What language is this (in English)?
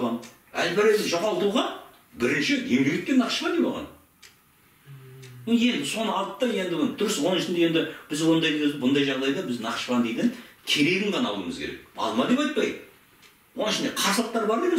Kazakh